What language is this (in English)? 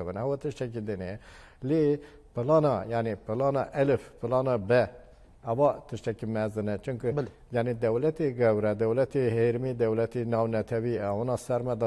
Kurdish